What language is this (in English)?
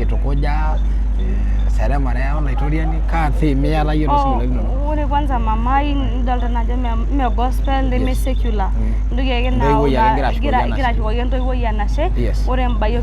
Masai